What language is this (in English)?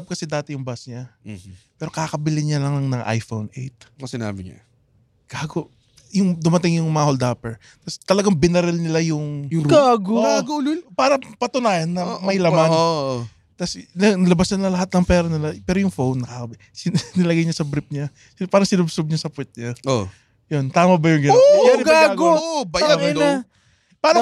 Filipino